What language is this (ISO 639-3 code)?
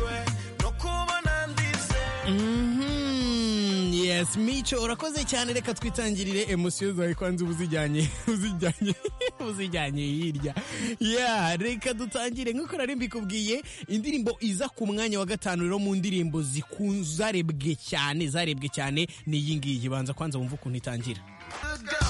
kin